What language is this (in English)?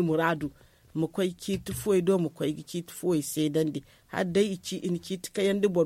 Zarma